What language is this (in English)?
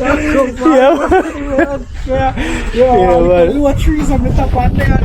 Jamaican Creole English